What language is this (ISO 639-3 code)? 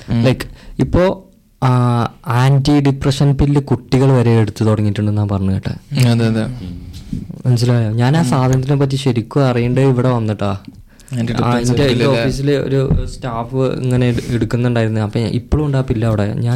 mal